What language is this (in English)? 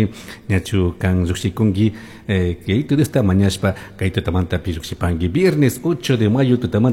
Chimborazo Highland Quichua